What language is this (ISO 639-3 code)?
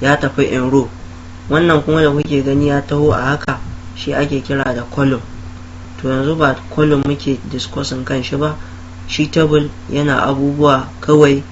hau